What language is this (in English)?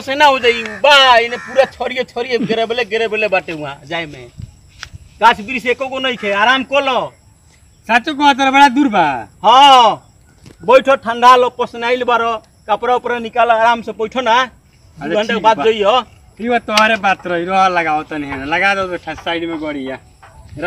Bhojpuri